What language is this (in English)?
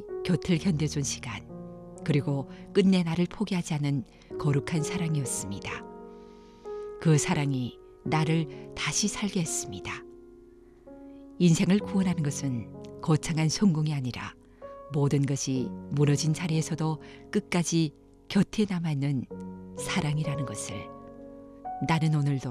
Korean